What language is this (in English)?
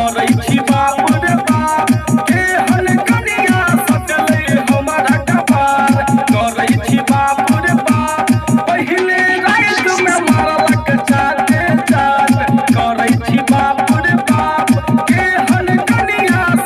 Maithili